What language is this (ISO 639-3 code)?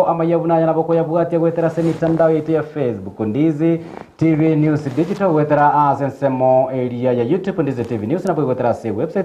guz